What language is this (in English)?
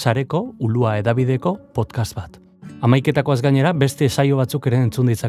Basque